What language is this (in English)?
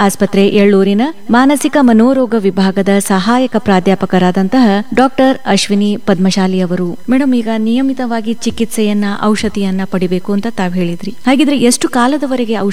Kannada